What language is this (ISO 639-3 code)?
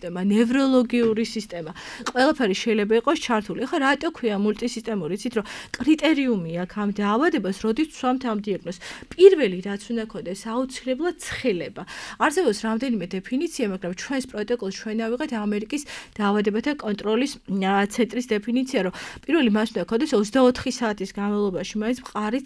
kat